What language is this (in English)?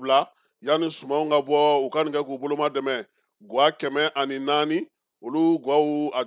Bambara